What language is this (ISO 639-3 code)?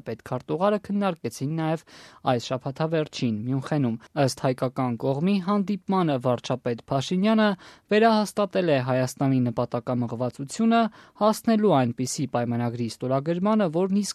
hye